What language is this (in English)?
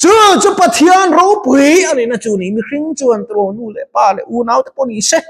Mizo